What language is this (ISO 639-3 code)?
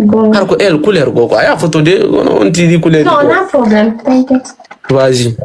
ful